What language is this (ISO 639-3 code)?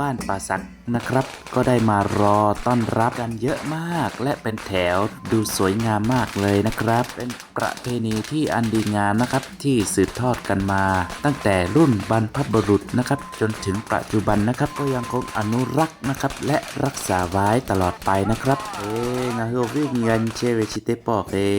lhu